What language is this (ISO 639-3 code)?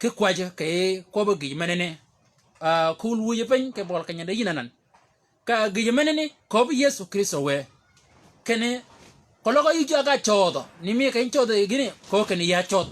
shk